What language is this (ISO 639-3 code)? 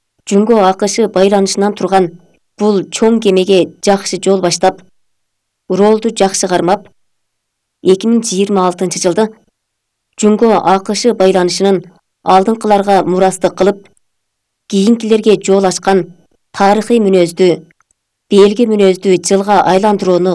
kir